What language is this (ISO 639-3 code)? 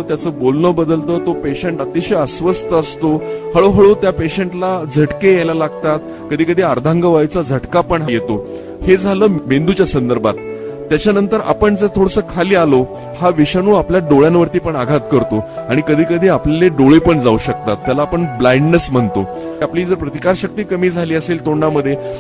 mar